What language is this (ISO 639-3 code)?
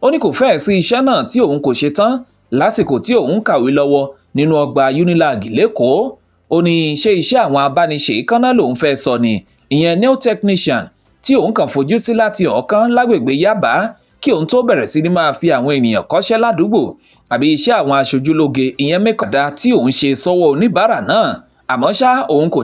yor